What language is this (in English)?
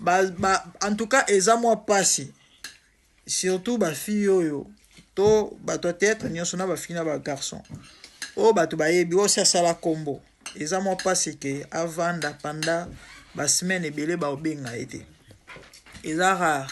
Lingala